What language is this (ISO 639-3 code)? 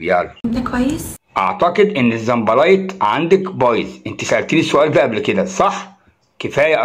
arz